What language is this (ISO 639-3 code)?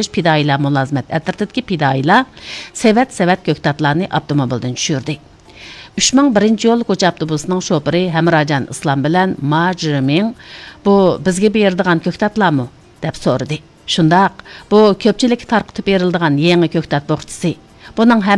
uig